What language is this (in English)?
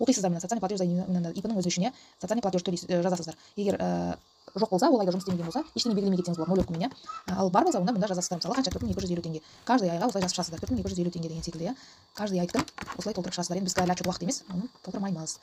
Kazakh